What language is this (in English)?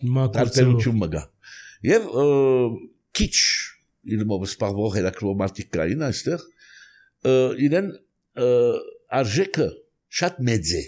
Armenian